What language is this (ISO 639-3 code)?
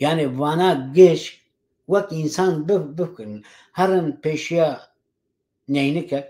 kur